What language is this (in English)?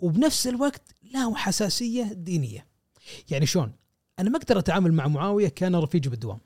Gulf Arabic